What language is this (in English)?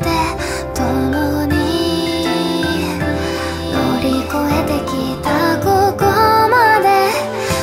Japanese